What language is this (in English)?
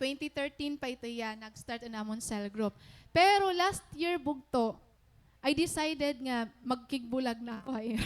Waray